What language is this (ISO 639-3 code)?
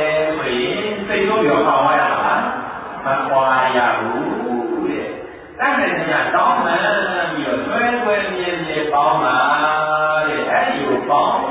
mya